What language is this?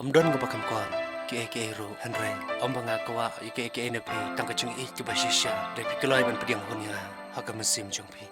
Khasi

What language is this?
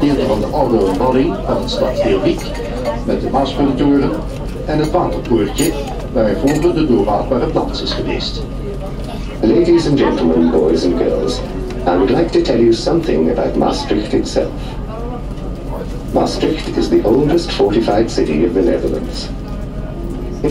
Dutch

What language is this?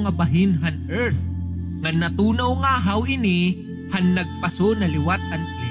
Waray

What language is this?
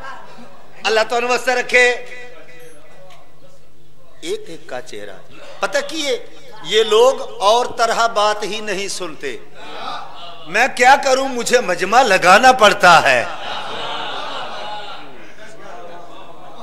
Urdu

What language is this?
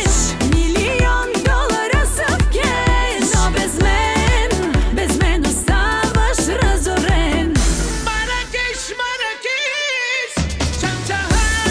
Bulgarian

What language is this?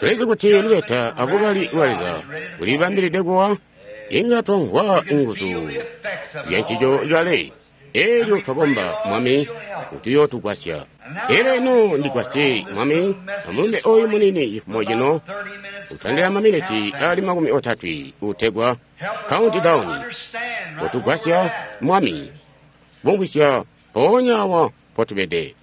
Tonga (Zambia)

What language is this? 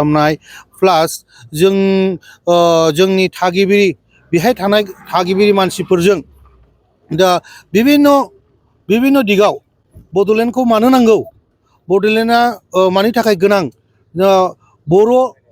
Bodo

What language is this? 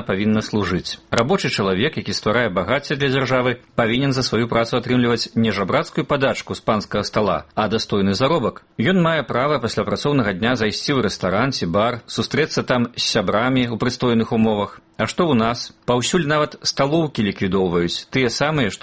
Belarusian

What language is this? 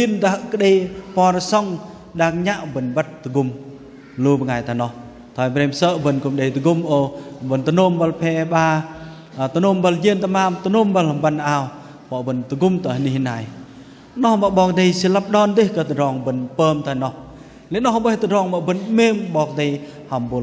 Bahnar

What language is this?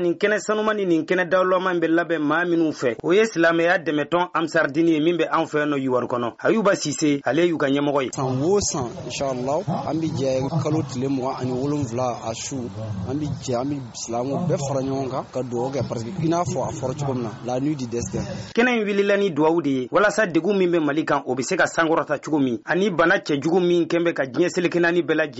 Bambara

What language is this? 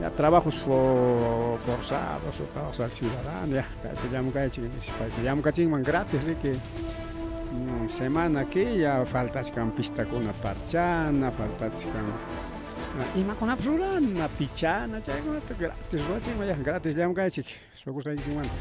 Ayacucho Quechua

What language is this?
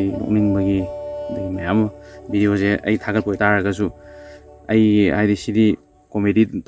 Manipuri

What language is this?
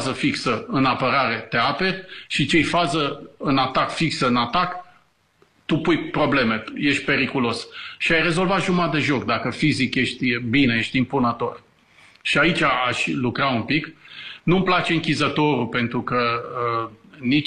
Romanian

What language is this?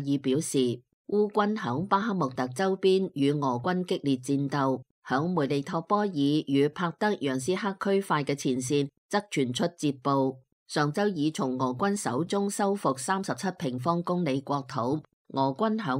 Cantonese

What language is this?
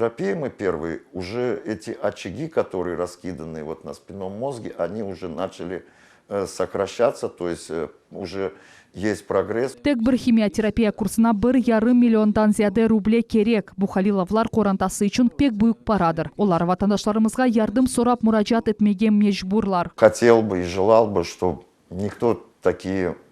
Crimean Tatar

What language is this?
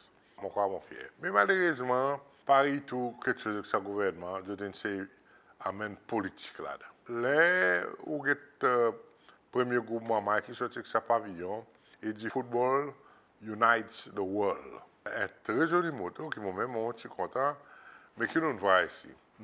Seselwa Creole French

